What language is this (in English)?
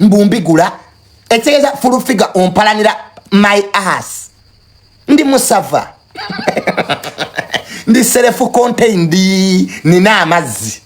Ganda